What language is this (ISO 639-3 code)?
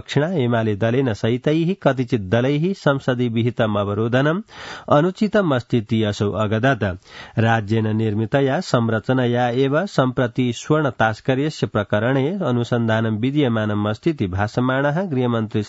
san